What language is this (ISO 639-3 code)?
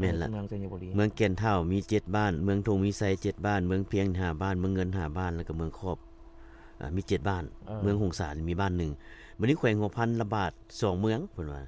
lao